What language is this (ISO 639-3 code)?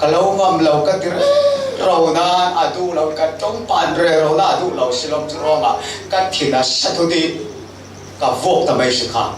cfm